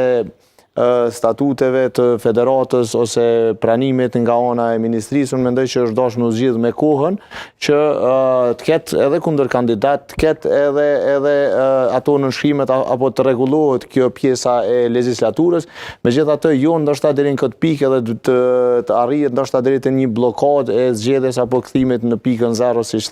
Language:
Albanian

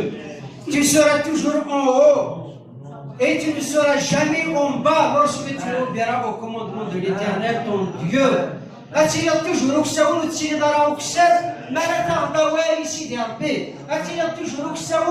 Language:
Kabyle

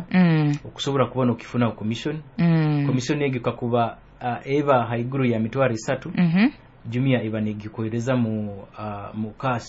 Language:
Nyoro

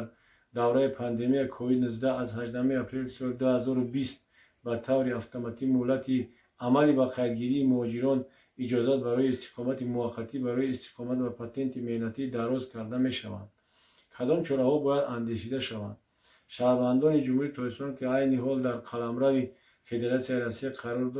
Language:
Tajik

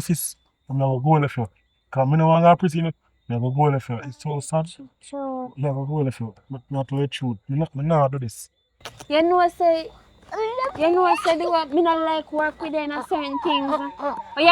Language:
Jamaican Creole English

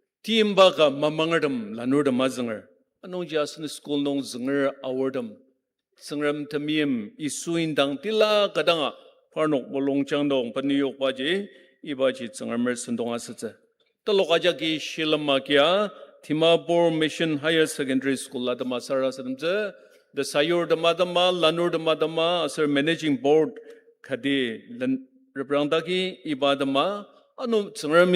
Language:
Ao Naga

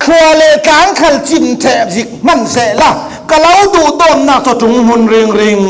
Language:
Falam Chin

